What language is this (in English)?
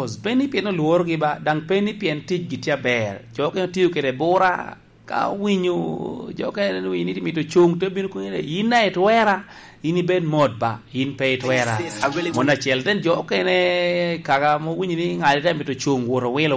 Lango (Uganda)